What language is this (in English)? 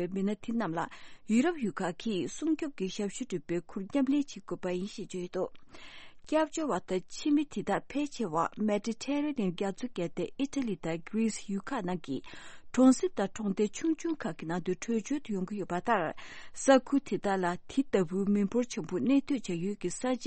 Tibetan